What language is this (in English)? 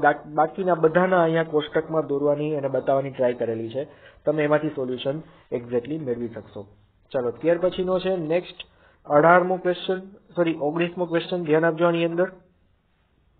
Gujarati